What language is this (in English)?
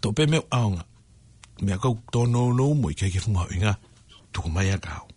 Tongan